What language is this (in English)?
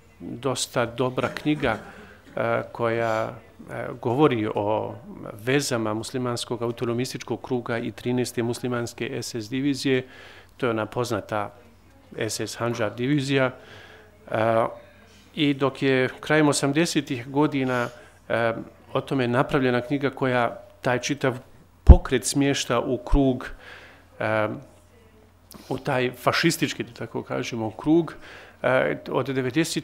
Bosnian